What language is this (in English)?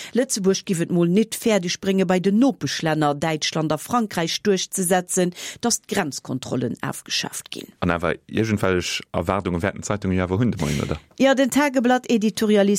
Luxembourgish